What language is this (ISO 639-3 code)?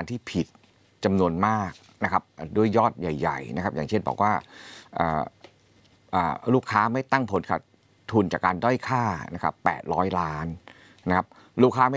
tha